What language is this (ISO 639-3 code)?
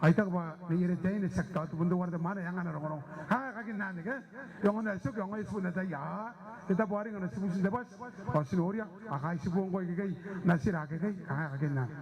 gil